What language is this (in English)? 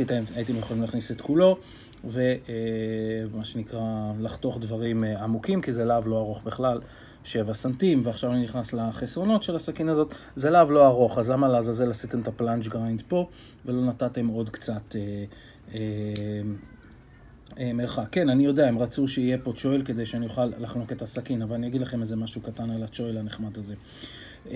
Hebrew